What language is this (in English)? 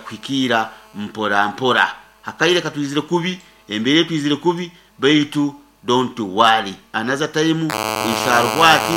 Nyankole